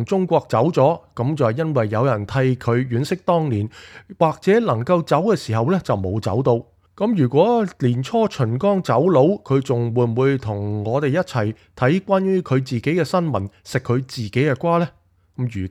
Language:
Cantonese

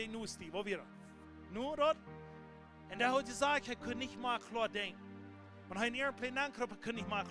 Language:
Plautdietsch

